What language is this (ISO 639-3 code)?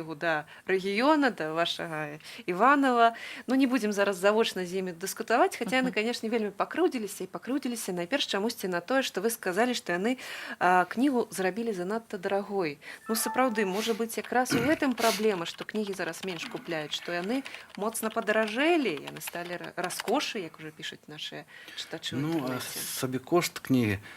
bel